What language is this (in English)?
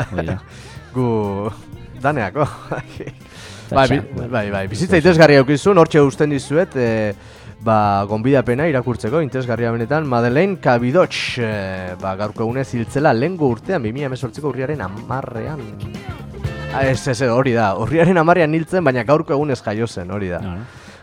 Basque